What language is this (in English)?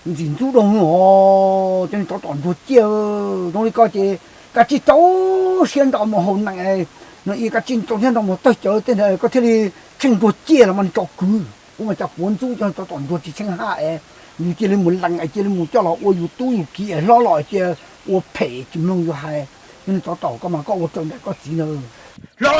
Hmong